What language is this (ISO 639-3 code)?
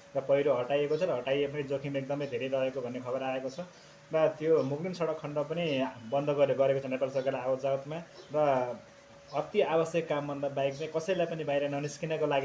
nep